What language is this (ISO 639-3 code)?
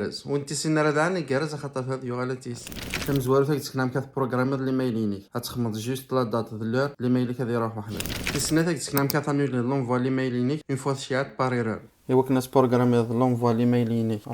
kab